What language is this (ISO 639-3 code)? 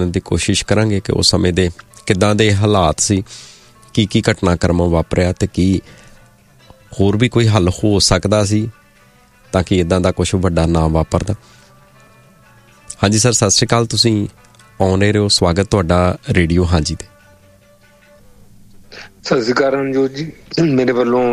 pan